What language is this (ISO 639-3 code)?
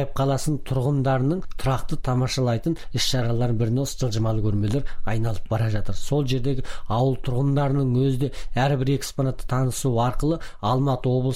kaz